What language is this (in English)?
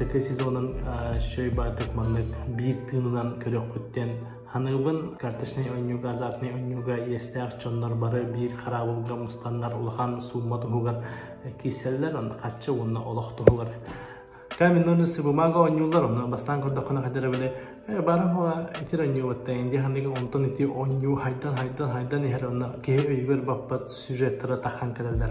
Yakut